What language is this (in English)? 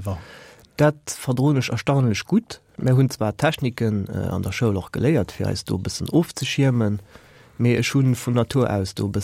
Luxembourgish